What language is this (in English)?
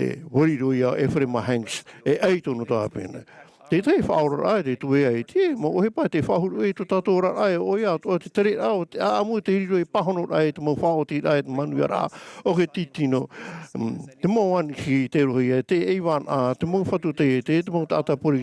Tahitian